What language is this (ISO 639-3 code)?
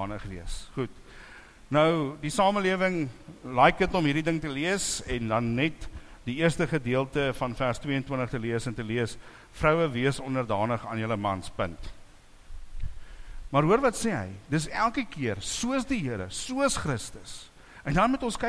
afr